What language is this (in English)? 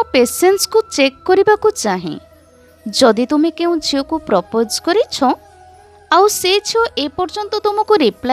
Odia